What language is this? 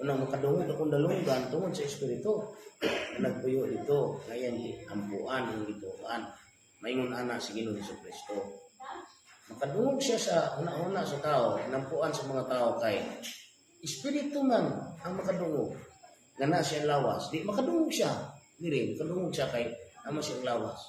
Cebuano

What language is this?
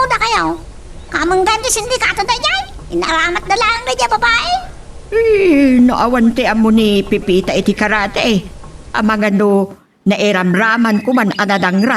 Iloko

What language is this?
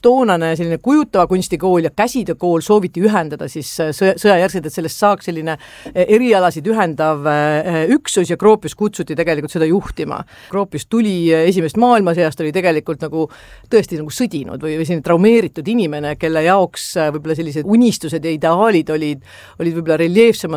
Estonian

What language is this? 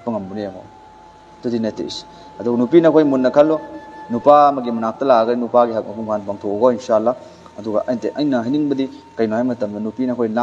Manipuri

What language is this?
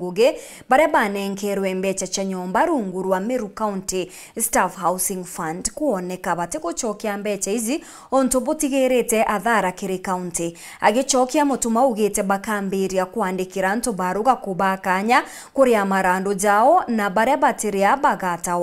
Meru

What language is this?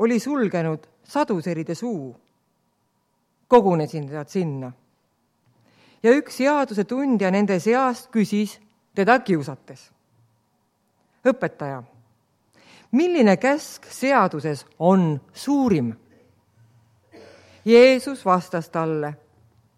Estonian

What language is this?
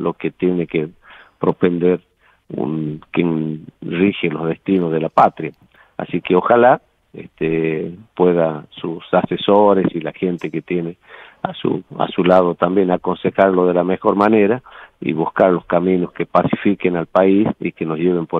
Spanish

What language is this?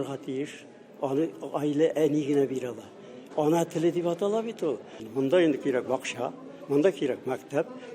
Tatar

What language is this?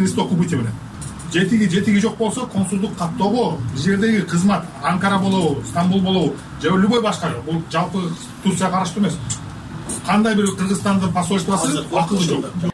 Kyrgyz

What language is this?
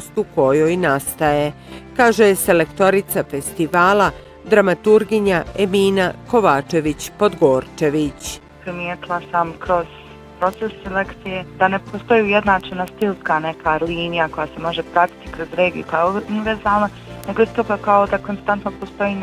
Bosnian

